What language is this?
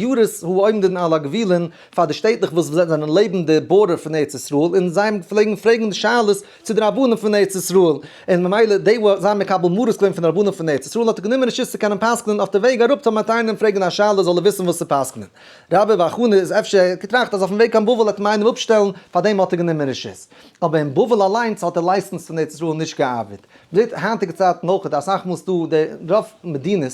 Yiddish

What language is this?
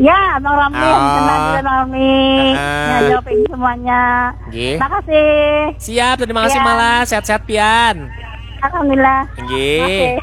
Banjar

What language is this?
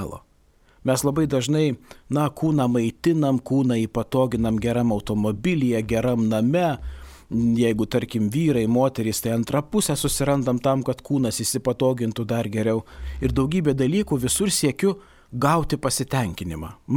Lithuanian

